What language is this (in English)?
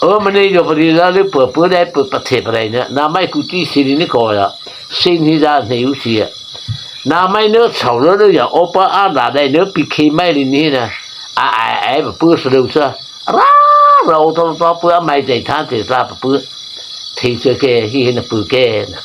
Mara Chin